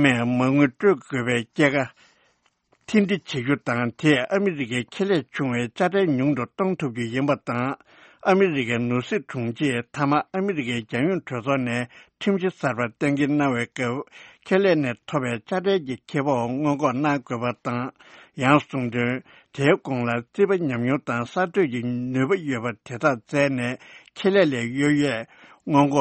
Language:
Tibetan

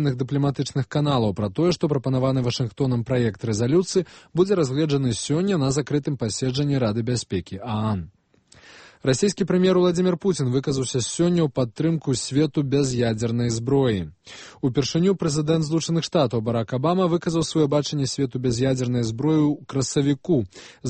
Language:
Belarusian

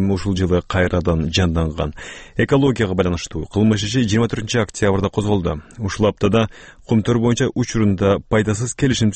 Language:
Kyrgyz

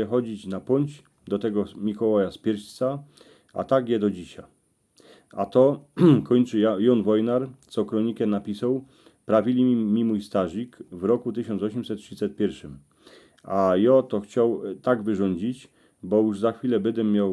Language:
Silesian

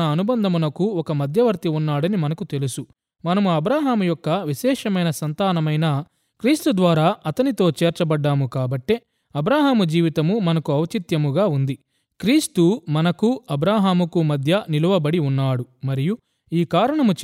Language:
Telugu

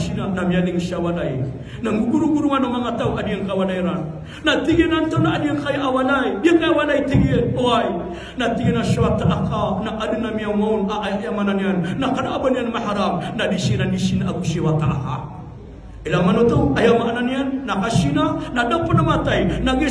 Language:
Maranao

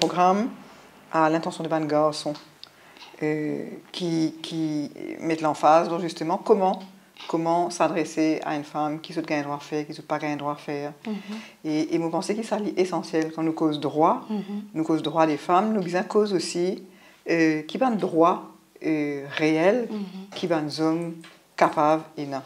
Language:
Morisyen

